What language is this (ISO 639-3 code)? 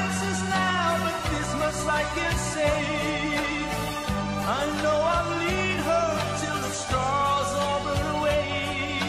eng